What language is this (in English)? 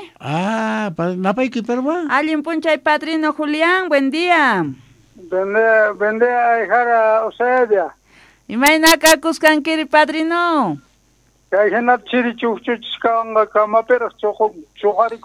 South Bolivian Quechua